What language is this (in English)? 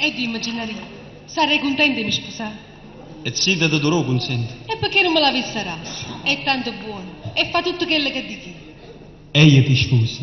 Neapolitan